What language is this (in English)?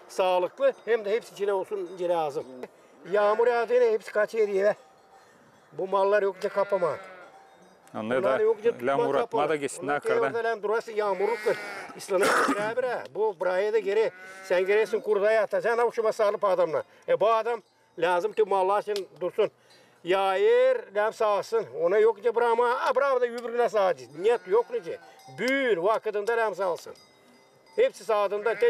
Gagauz